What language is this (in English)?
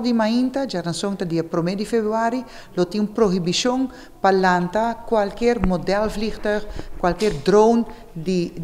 Papiamento